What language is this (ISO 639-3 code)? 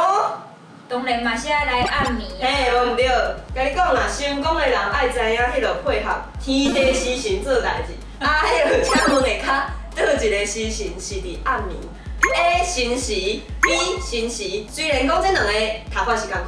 nan